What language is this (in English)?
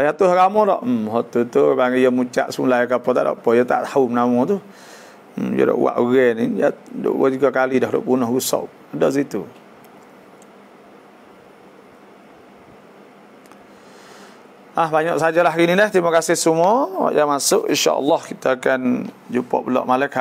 Malay